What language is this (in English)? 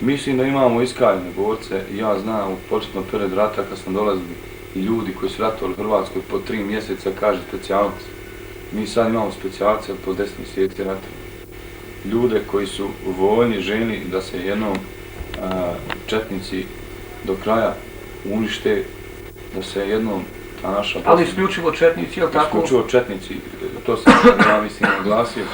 Bosnian